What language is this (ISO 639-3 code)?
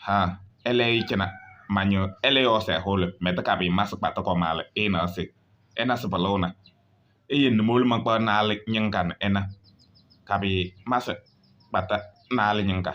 kbp